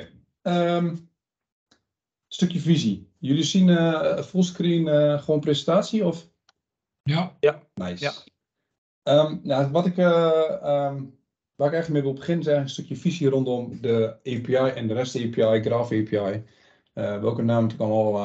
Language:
Dutch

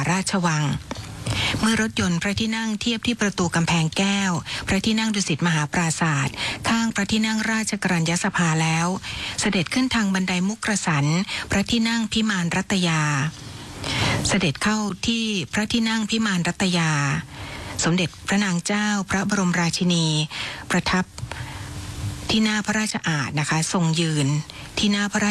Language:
Thai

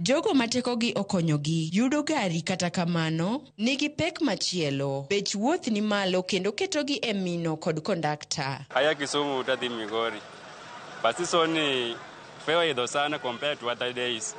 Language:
Luo (Kenya and Tanzania)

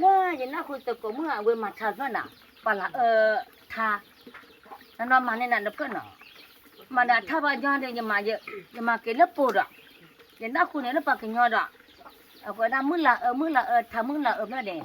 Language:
S'gaw Karen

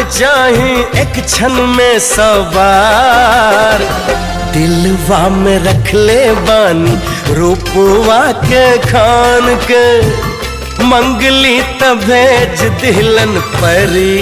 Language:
Bhojpuri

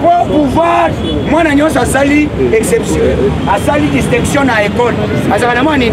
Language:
Lingala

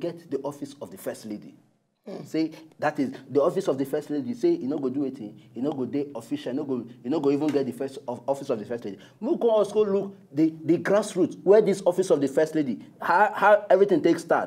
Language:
Nigerian Pidgin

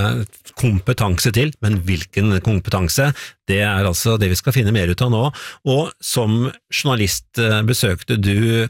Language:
Norwegian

